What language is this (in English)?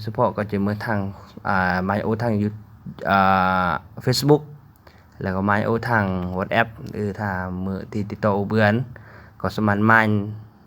Lao